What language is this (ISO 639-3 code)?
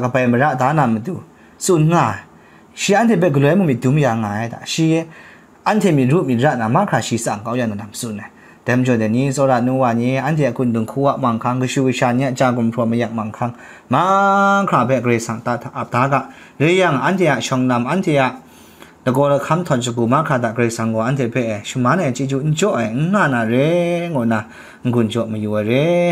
kac